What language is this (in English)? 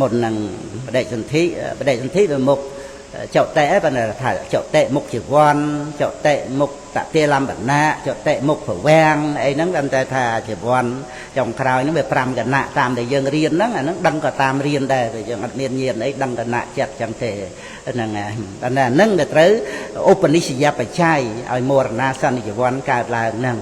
Khmer